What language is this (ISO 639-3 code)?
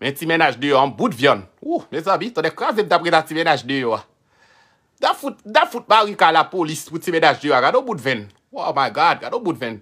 hat